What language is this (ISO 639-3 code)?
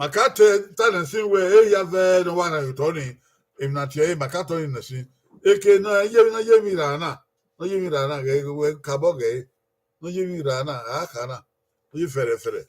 bin